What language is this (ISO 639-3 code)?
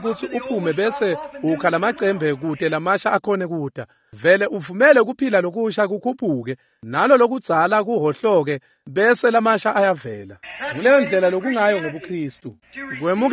ssw